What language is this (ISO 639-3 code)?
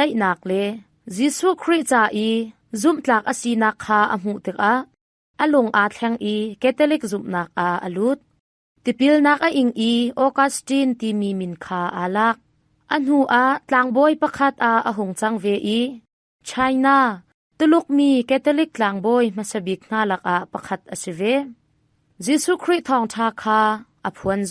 cnh